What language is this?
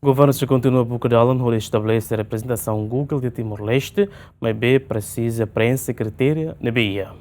Tetum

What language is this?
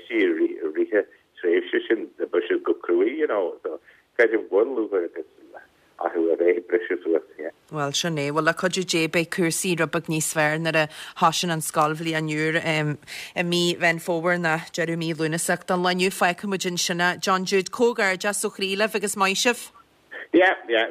Irish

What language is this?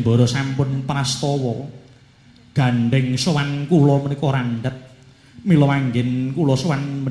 Javanese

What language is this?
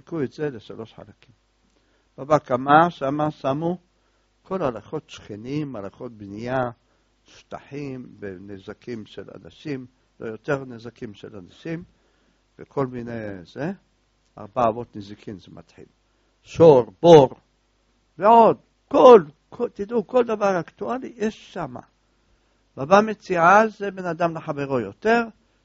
Hebrew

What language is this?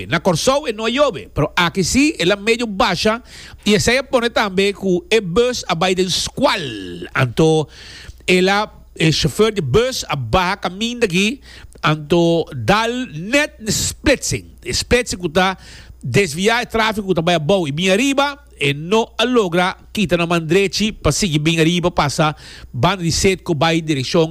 Papiamento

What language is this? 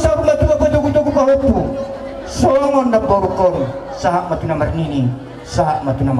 Batak Toba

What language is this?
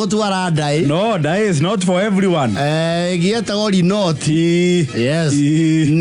Kikuyu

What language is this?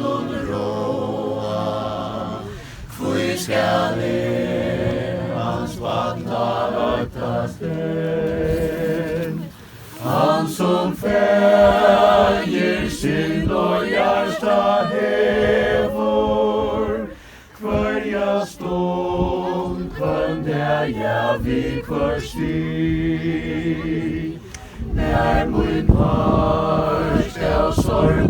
Faroese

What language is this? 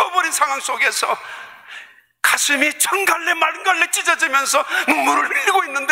Korean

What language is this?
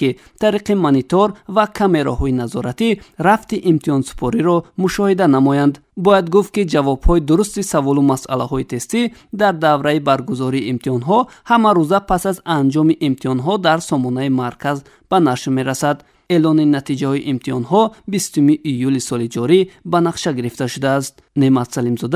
Tajik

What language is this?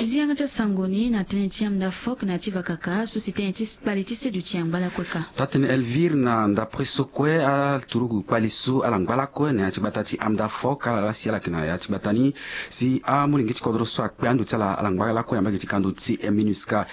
Sango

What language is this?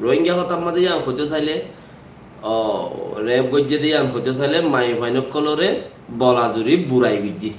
Rohingya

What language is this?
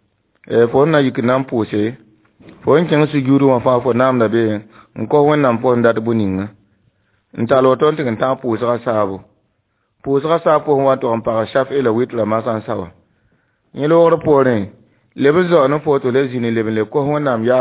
Mossi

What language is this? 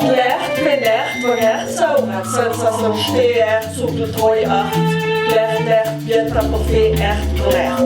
Ladin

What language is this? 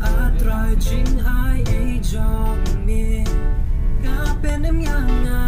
Khasi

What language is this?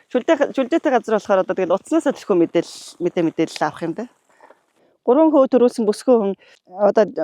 Mongolian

